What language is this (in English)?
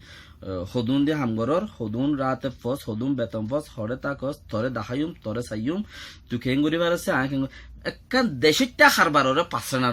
Rohingya